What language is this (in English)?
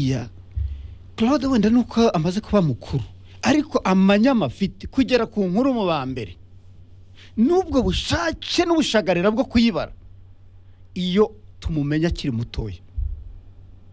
Kinyarwanda